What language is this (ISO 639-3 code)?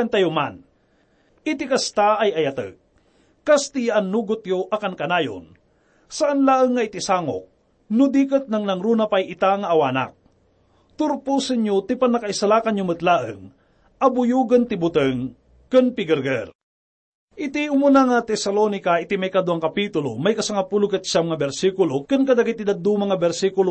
ilo